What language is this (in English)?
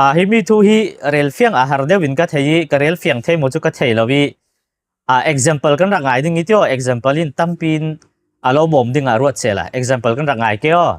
Falam Chin